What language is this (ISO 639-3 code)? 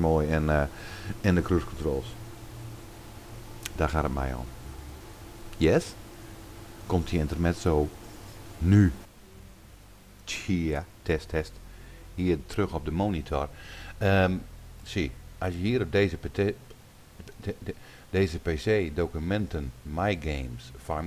nld